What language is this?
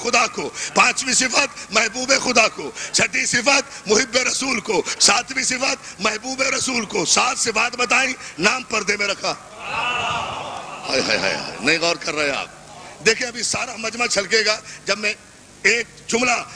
Urdu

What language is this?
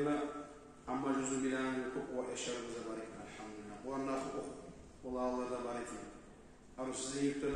Kumyk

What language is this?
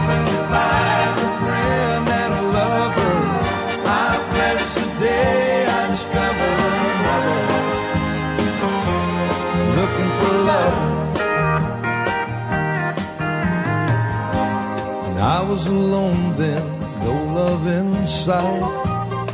English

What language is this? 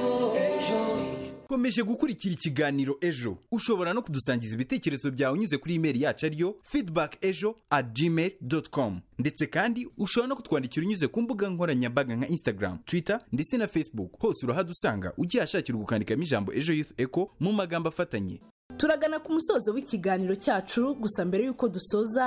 Kinyarwanda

